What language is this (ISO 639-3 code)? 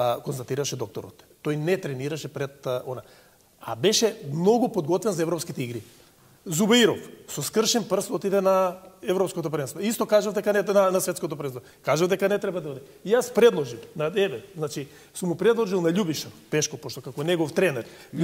mkd